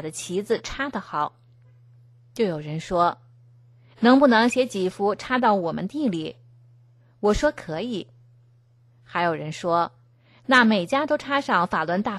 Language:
Chinese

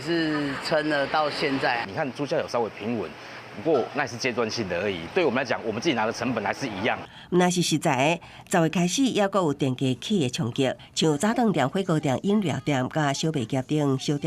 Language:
Min Nan Chinese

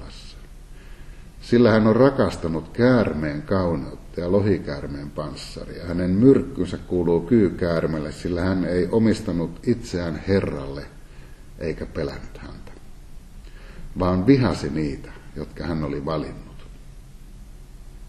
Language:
Finnish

